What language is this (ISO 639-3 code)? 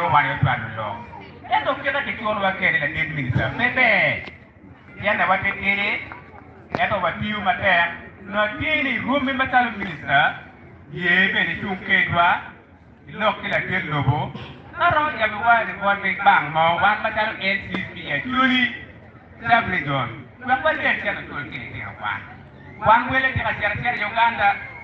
ach